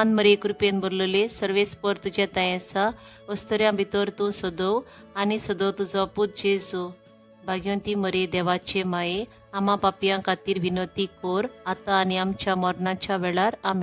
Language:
Konkani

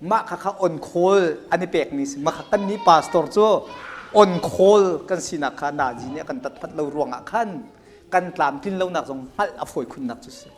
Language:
Hakha Chin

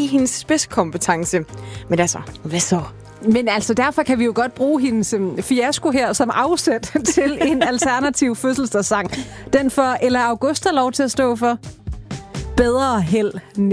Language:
Danish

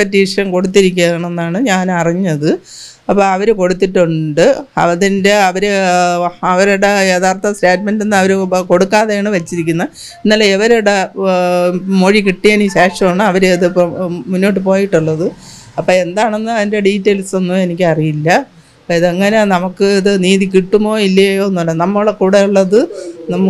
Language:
Malayalam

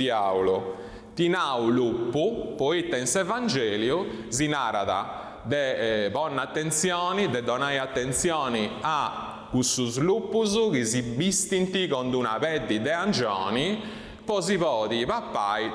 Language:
Sardinian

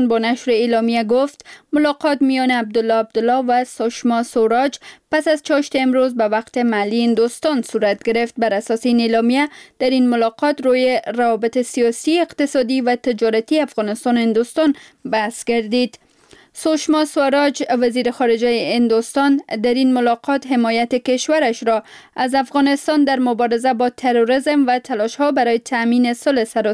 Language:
Persian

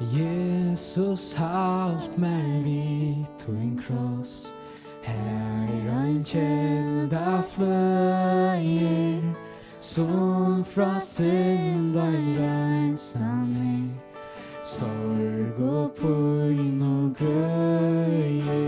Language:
Faroese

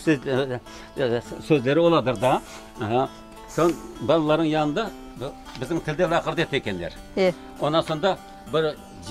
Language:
Crimean Tatar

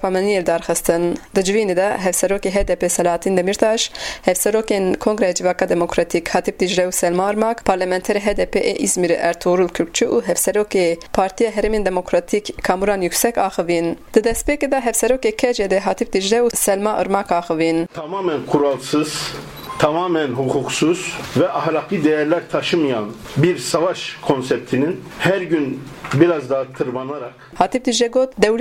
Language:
Kurdish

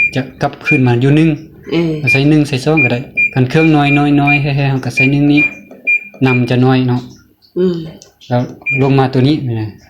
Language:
Lao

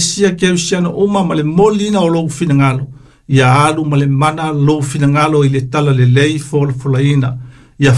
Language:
Samoan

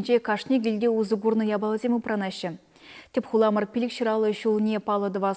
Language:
Chuvash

